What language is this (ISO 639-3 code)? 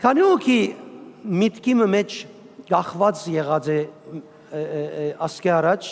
hyw